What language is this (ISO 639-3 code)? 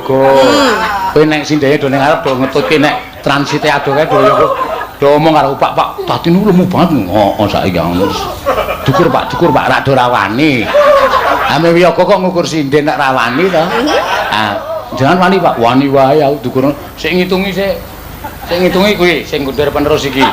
jav